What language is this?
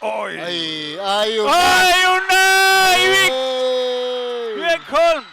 Kalaallisut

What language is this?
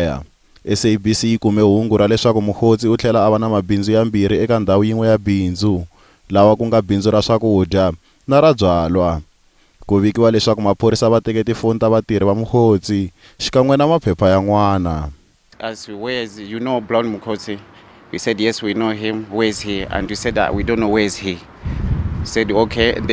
Tsonga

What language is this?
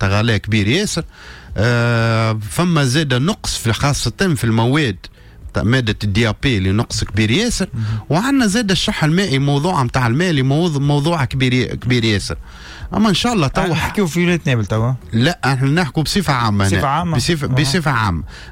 Tunisian Arabic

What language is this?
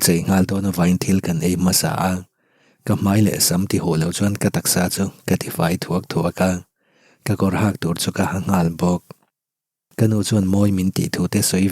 Mizo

